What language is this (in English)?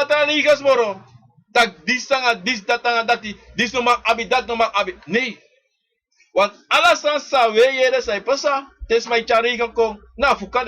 Sranan Tongo